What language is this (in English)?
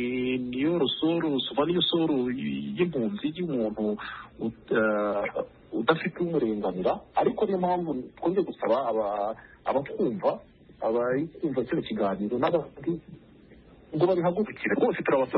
Kinyarwanda